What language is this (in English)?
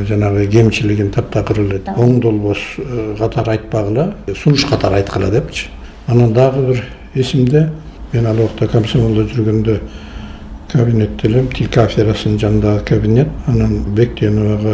Kyrgyz